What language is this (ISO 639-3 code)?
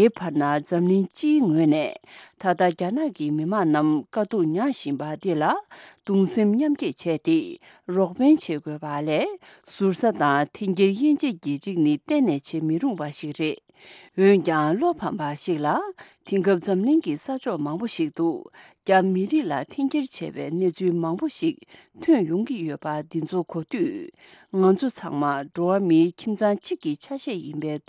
bod